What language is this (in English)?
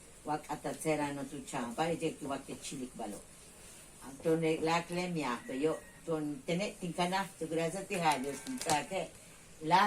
Yucateco